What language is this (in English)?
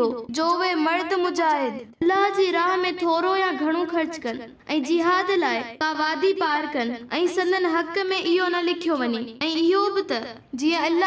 Sindhi